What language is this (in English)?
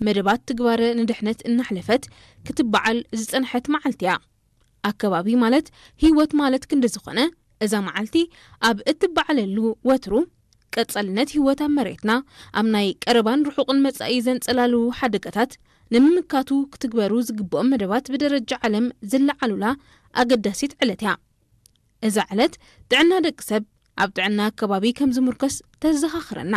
Tigrinya